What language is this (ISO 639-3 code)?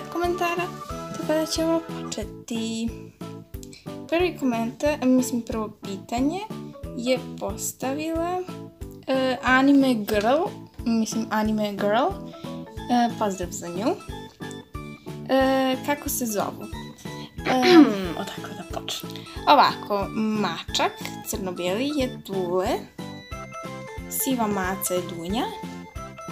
srp